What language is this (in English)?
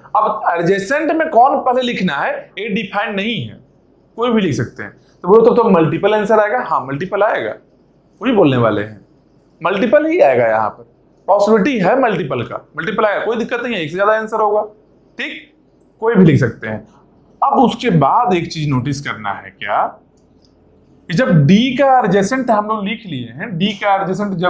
Hindi